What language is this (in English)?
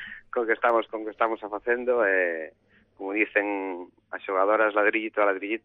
Galician